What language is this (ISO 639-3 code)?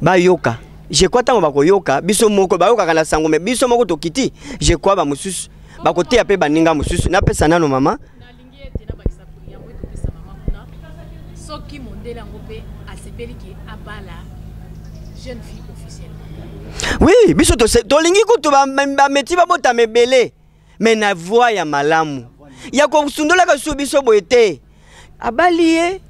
lin